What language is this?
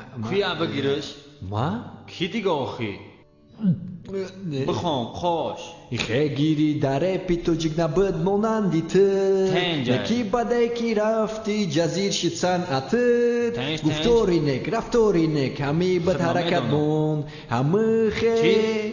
Tajik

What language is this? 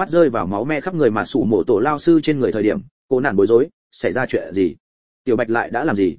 Vietnamese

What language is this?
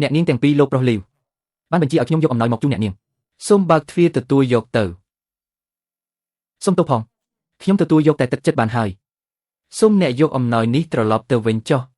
Khmer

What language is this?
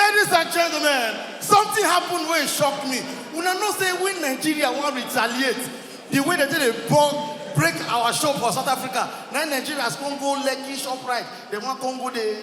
Nigerian Pidgin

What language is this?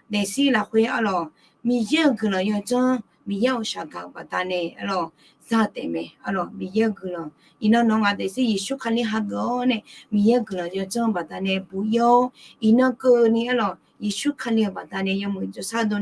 Akha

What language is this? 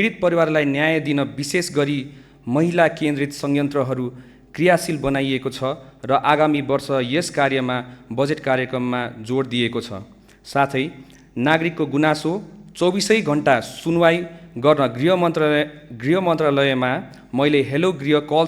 Nepali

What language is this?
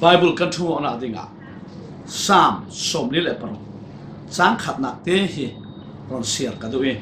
Falam Chin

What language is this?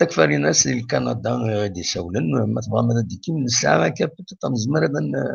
Kabyle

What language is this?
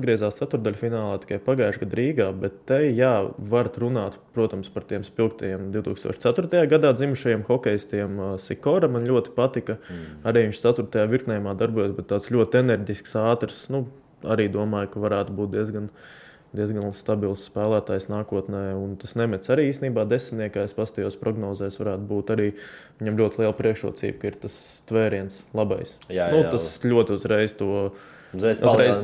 Latvian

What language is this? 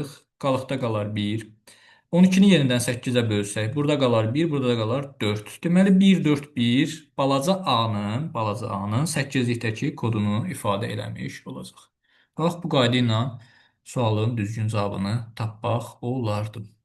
Azerbaijani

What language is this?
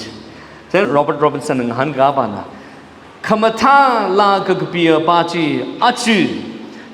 Tangkhul Naga (India)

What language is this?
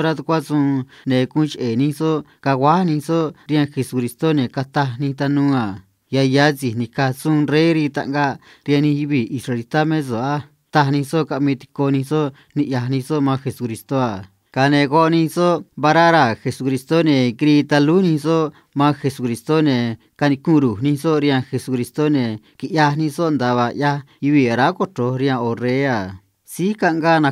Copala Triqui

